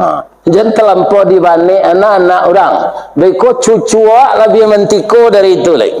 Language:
Minangkabau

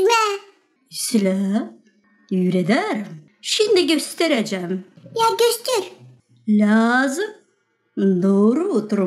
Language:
Gagauz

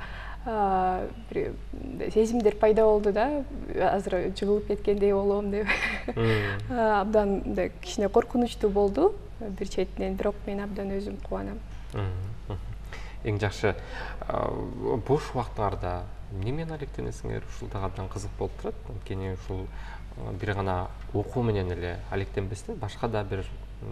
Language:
Kyrgyz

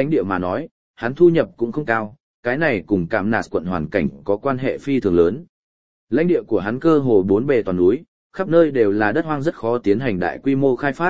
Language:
Vietnamese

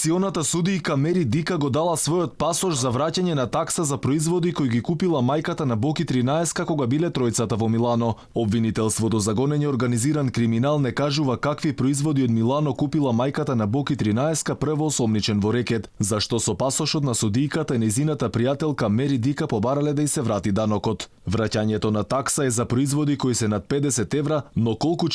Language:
Macedonian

